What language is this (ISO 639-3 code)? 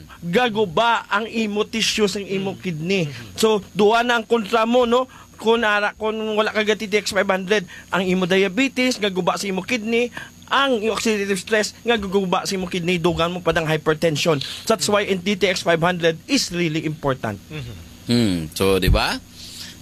hil